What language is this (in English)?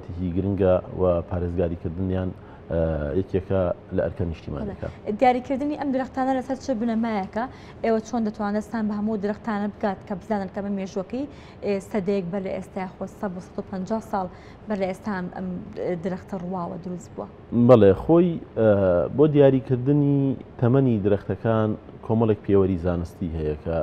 Central Kurdish